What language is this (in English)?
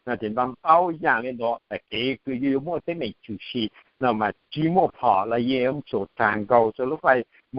Hmong